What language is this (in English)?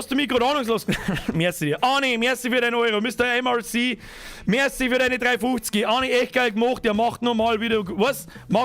Bavarian